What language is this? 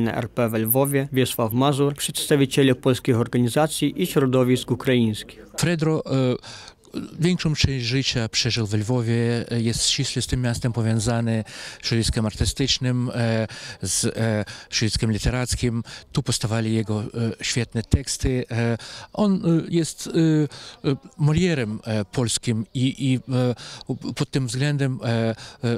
Polish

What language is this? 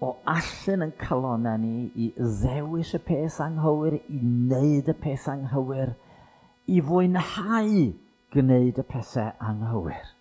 Welsh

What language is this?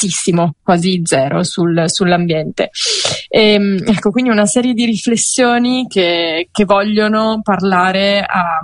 Italian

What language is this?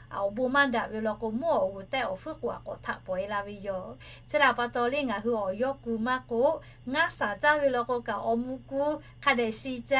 Lahu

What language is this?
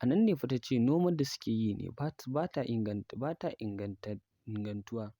Hausa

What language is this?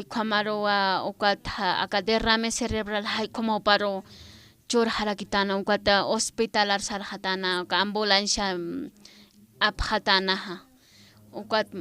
Aymara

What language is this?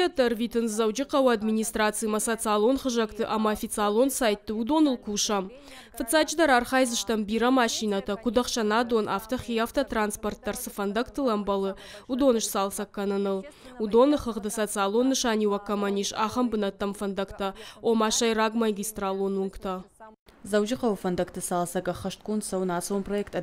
Ossetic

